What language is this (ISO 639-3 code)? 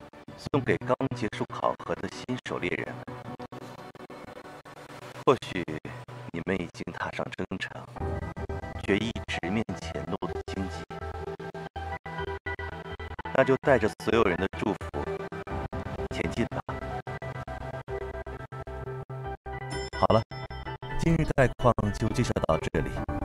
zho